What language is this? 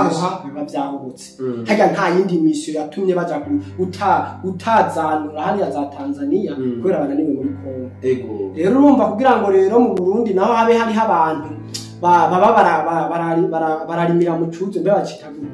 Rundi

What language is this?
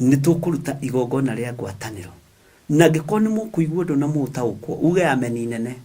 Kikuyu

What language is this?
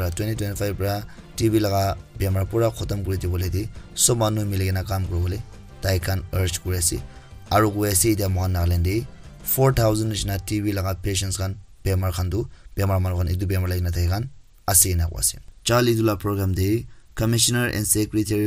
Naga Pidgin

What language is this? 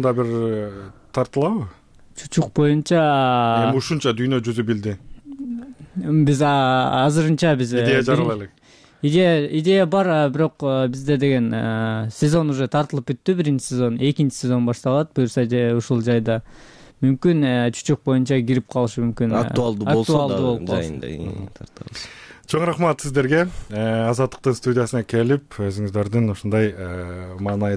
Kyrgyz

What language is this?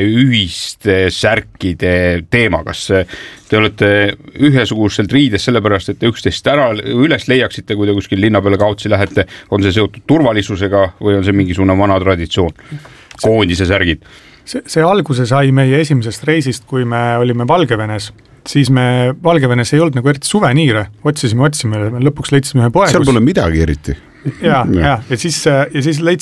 Estonian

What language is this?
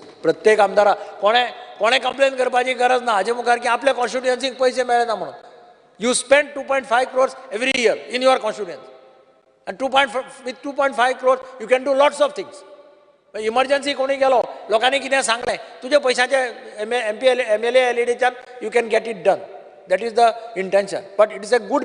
Konkani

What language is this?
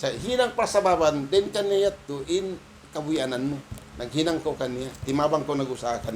Tausug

